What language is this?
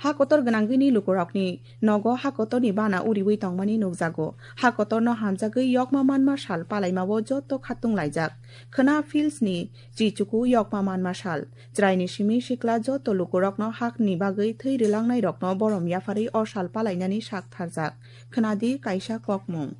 Kok Borok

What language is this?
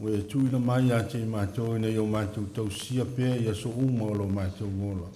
Samoan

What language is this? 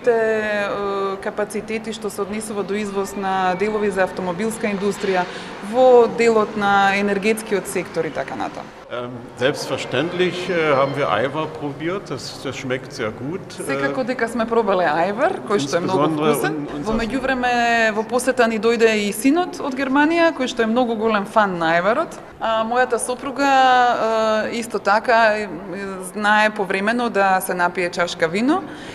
Macedonian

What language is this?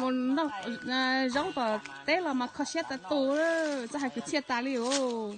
Hmong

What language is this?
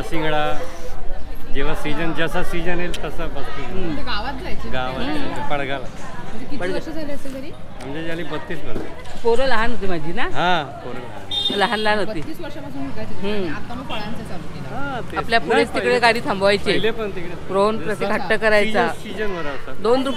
Marathi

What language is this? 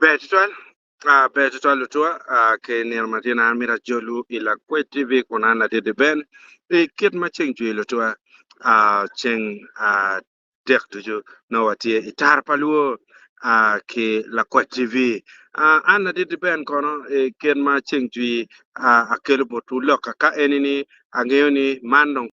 Acoli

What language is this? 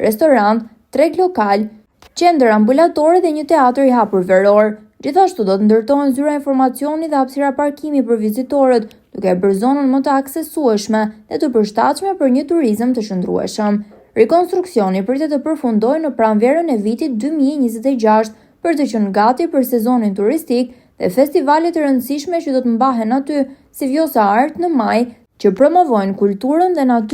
Albanian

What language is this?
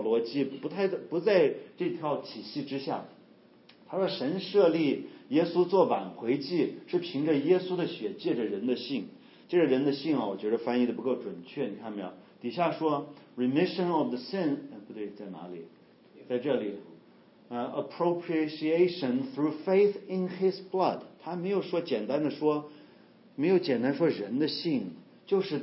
Chinese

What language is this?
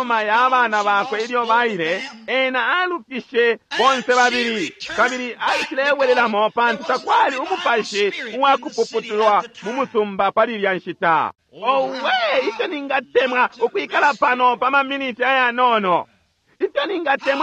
Bemba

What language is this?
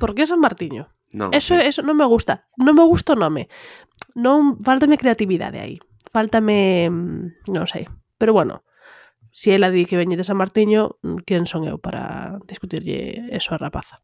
Galician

